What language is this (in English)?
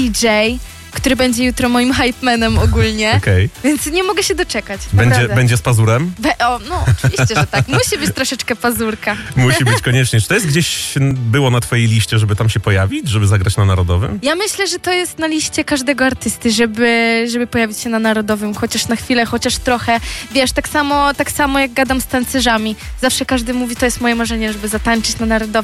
Polish